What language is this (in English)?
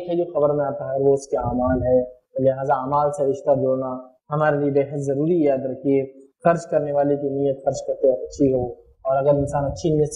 Urdu